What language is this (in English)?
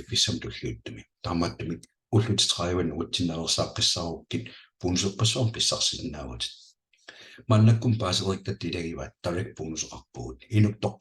Kalaallisut